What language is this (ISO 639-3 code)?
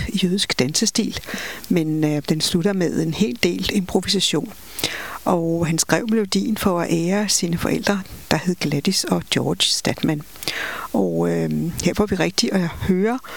dan